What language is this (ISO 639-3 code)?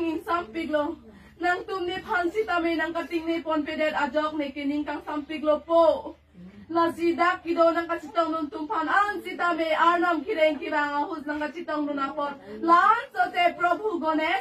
mjw